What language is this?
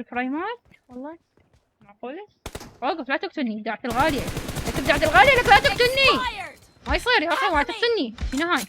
Mesopotamian Arabic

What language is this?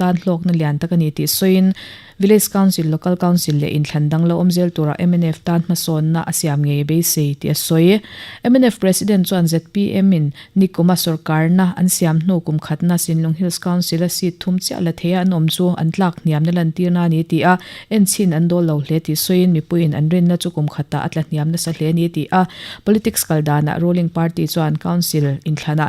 Mizo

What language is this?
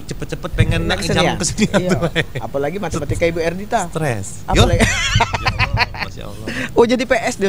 Musi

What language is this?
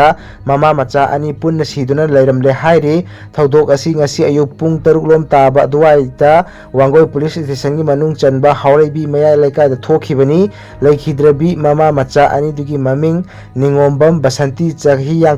Manipuri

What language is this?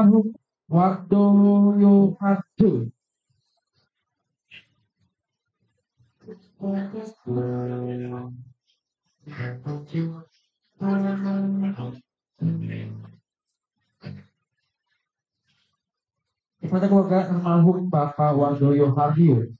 Indonesian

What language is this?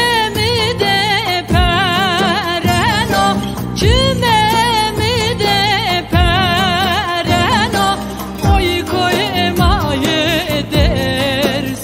Zaza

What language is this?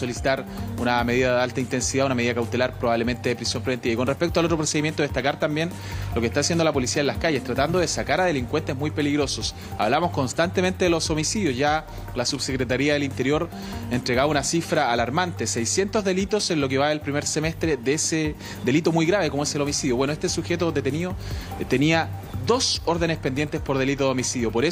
Spanish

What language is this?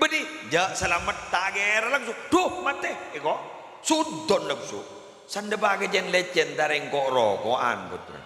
Madurese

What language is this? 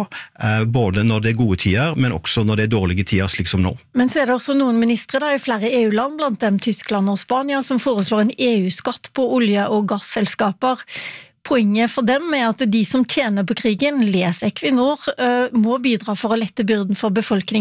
Norwegian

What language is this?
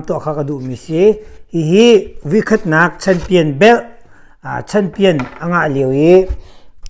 Hakha Chin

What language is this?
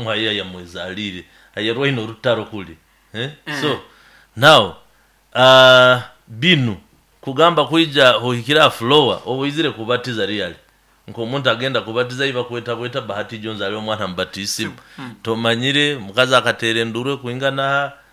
Nyoro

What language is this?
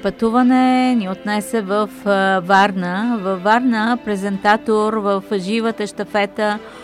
Bulgarian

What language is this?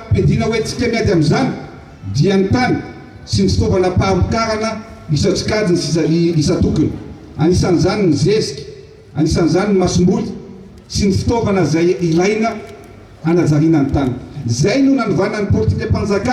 Malagasy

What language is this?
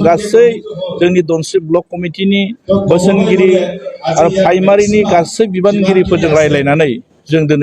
Bodo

